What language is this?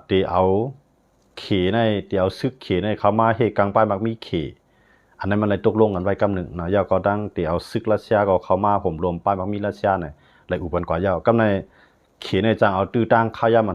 Shan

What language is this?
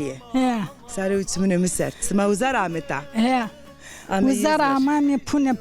Zaza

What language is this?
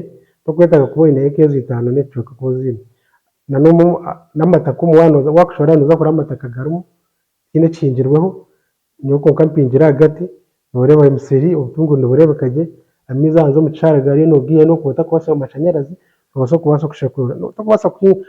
Nyankole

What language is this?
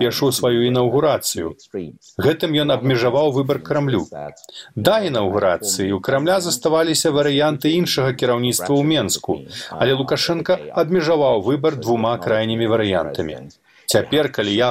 Belarusian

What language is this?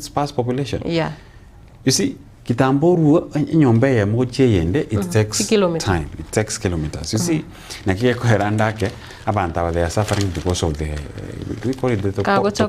Gusii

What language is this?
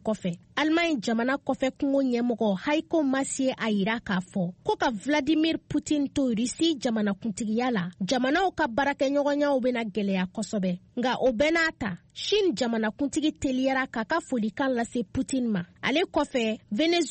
Bambara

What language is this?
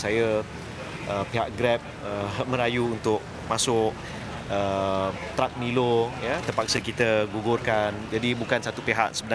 Malay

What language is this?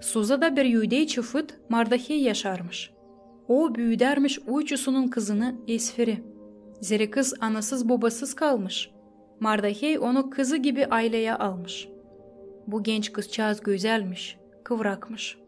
Gagauz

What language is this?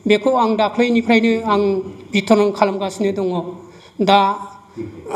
Bodo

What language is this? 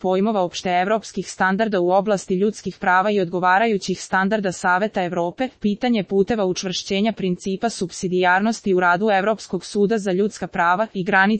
Serbian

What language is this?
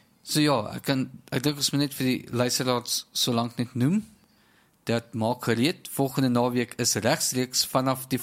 Afrikaans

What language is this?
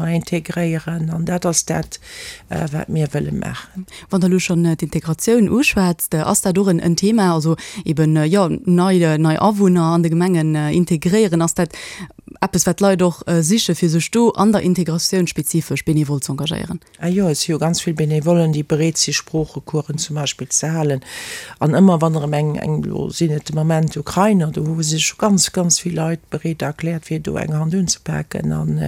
Luxembourgish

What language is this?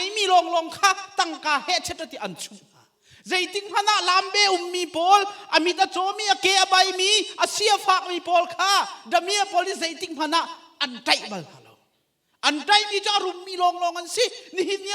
Hakha Chin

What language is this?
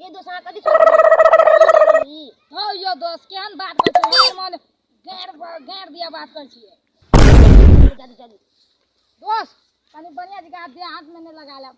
Maithili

